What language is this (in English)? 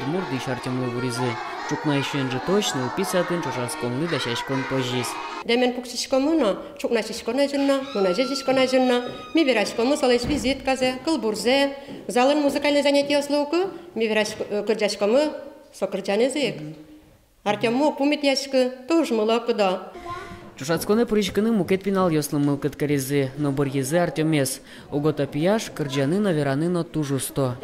Udmurt